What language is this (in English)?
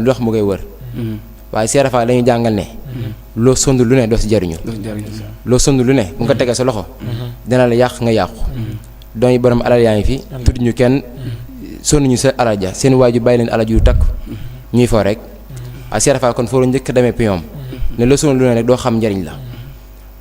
Wolof